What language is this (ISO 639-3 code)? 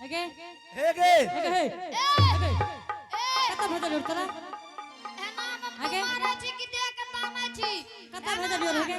anp